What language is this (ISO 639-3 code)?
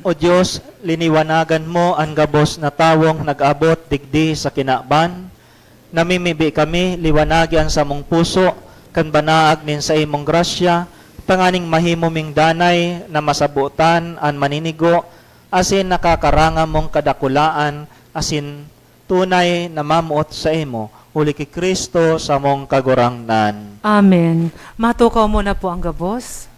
bik